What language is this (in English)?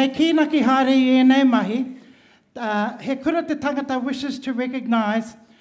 Māori